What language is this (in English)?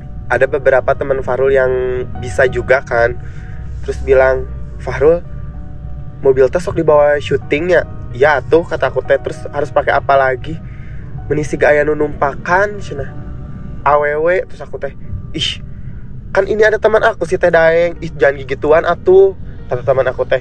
Indonesian